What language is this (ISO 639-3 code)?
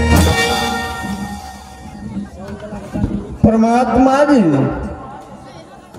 bho